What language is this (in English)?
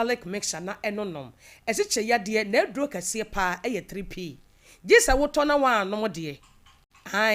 Akan